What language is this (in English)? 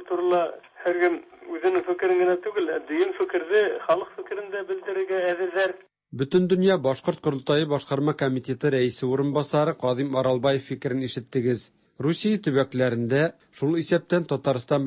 Tatar